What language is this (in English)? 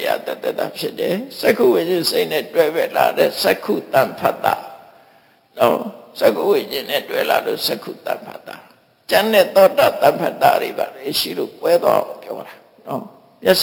Burmese